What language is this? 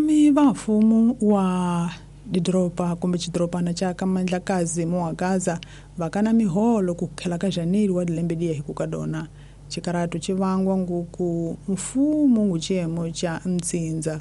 Tsonga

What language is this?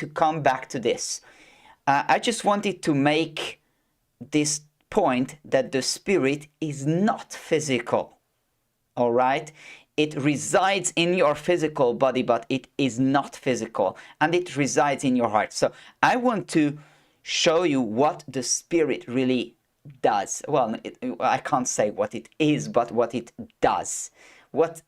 English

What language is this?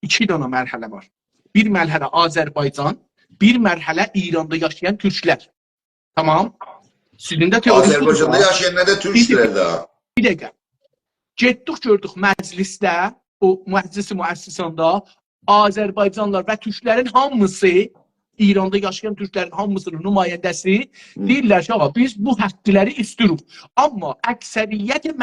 South Azerbaijani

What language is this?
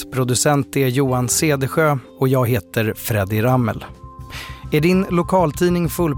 Swedish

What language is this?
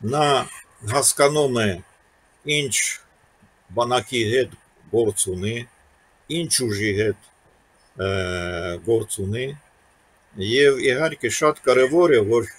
Armenian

